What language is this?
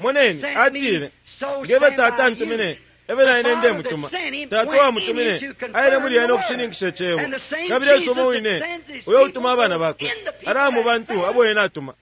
Bemba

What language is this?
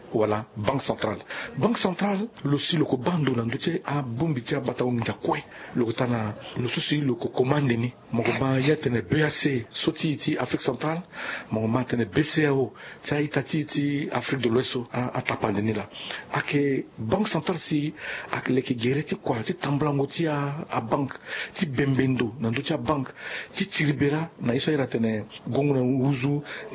Sango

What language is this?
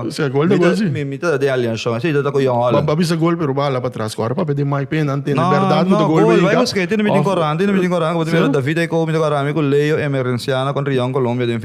Papiamento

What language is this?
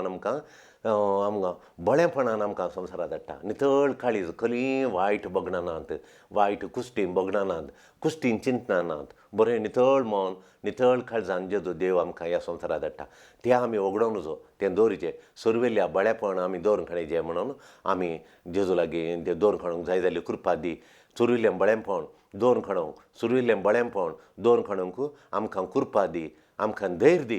Konkani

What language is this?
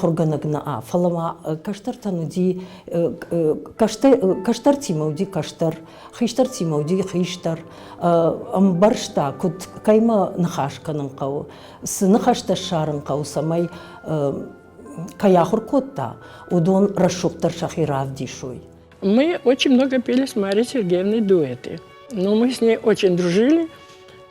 Ossetic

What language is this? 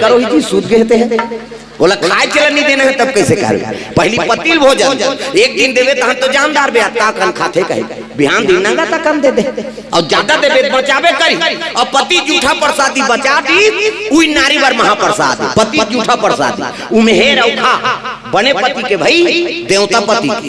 Chhattisgarhi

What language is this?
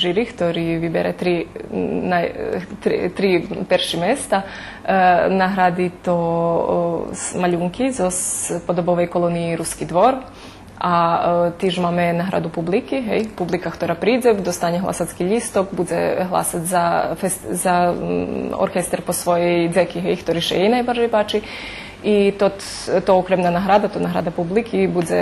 Rusyn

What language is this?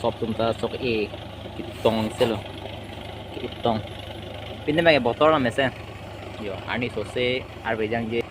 Karbi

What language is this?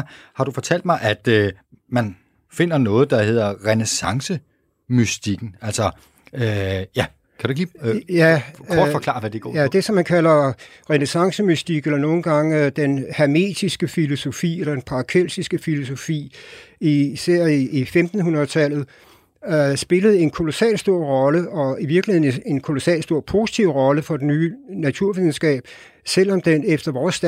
Danish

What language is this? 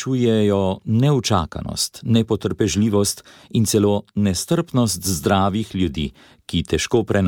Slovenian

